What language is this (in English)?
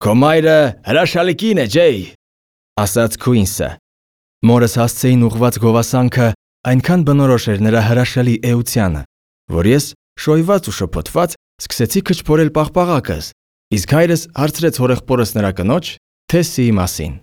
Armenian